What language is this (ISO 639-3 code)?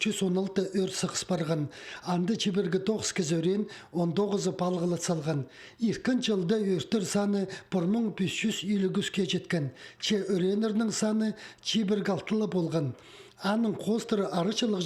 kjh